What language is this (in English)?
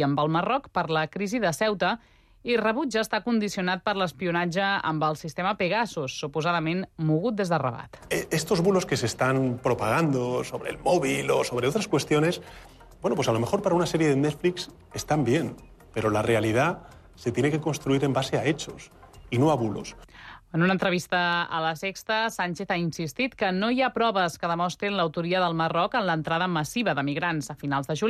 Catalan